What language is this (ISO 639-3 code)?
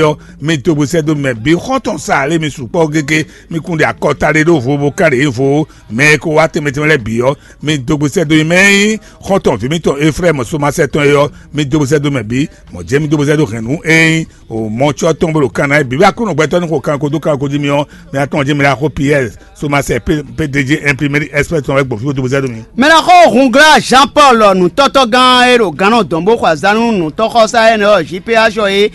fon